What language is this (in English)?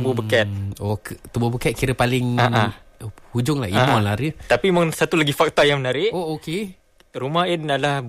Malay